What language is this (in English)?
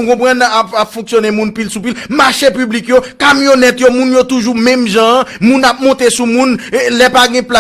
Haitian Creole